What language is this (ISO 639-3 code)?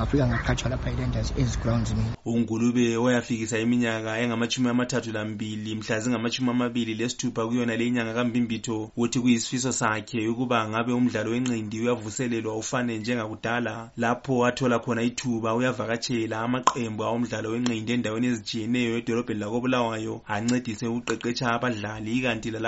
nde